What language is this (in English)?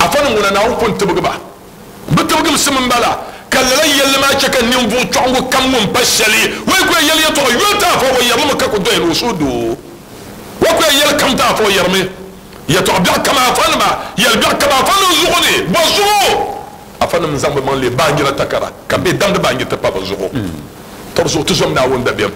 Dagbani